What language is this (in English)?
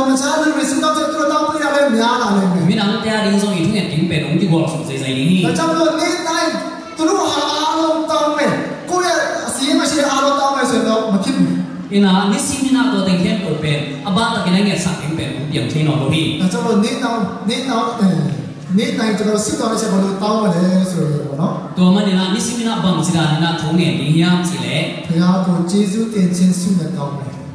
Tedim Chin